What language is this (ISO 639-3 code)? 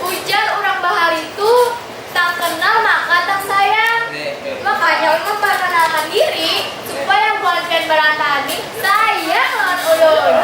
bjn